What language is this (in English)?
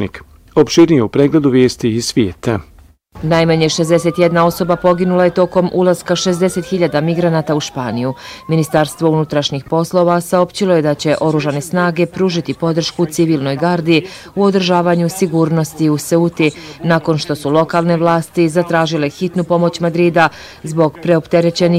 Bosnian